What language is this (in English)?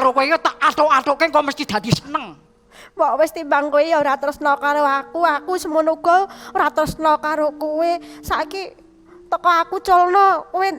Javanese